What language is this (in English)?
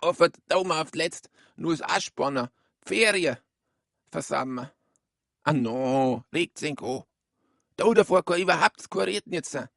Bavarian